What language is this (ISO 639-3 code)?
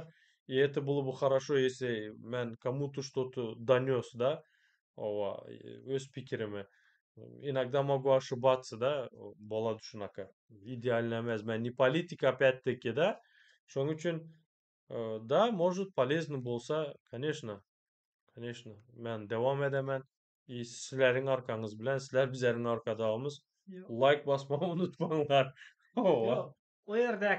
tuk